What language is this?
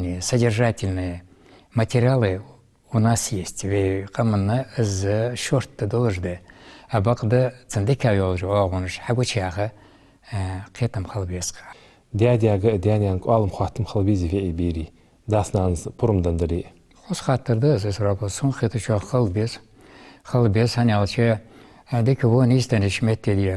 Ingush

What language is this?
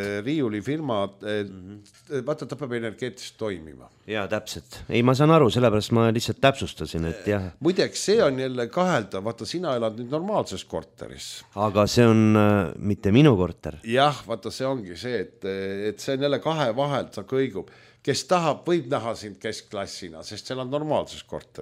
Estonian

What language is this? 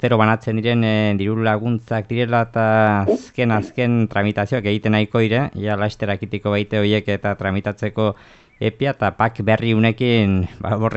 Basque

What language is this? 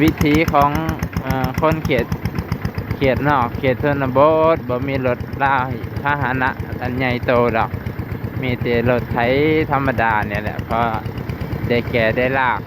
Lao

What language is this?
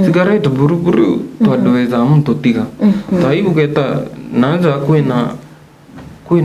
Meru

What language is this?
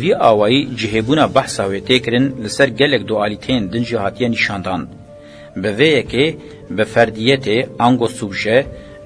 Kurdish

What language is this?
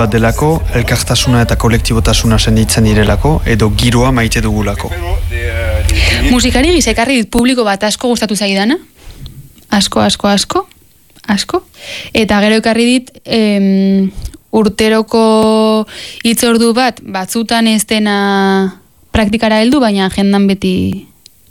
Basque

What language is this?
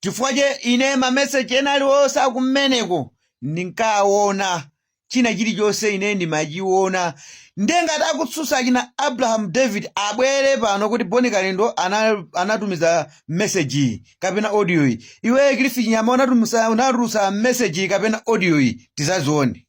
Nyanja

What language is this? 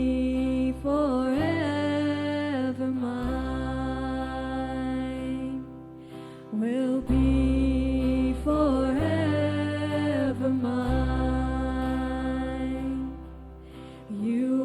Plautdietsch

